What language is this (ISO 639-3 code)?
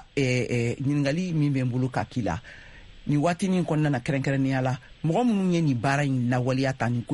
bam